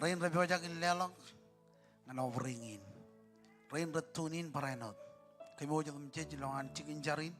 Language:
Marshallese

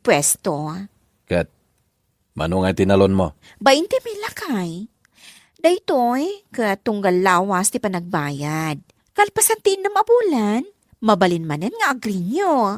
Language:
Iloko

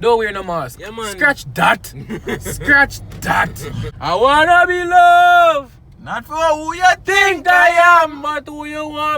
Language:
Jamaican Creole English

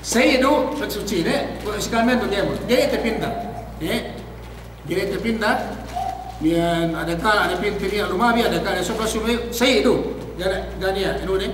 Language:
Yakan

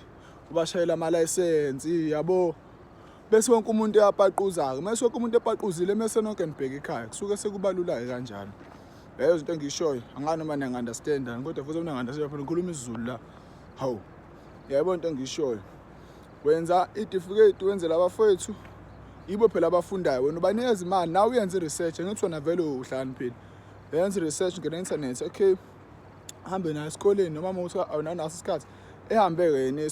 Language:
Zulu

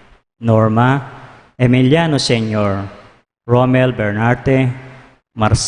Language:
Pampanga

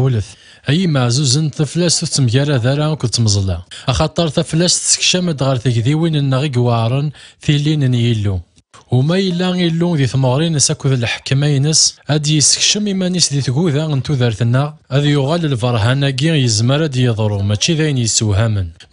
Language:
Kabyle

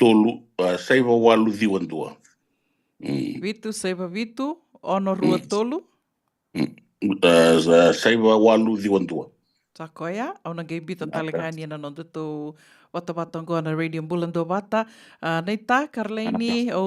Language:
Fijian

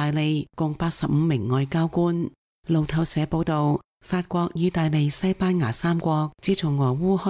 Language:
Cantonese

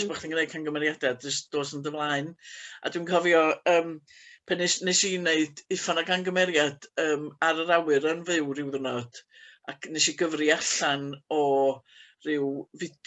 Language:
Welsh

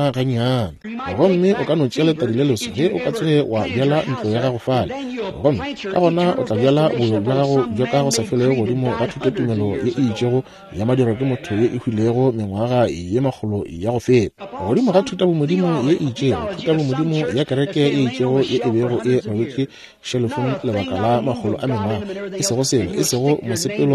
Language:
Northern Sotho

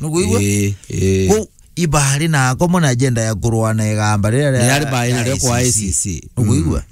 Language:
Meru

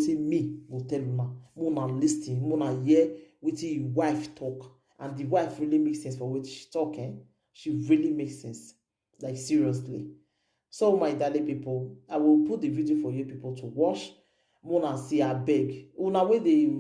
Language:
Nigerian Pidgin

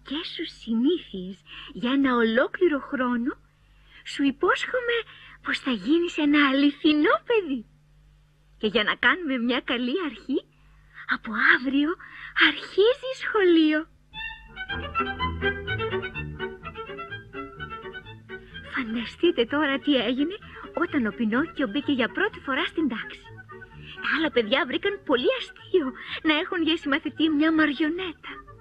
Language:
Greek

